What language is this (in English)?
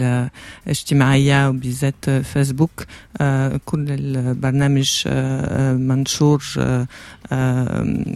Arabic